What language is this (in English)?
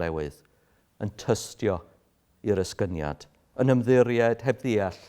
Welsh